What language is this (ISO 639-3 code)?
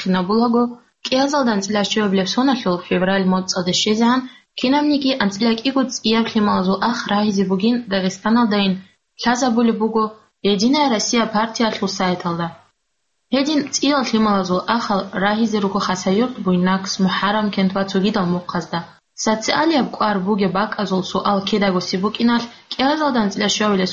ava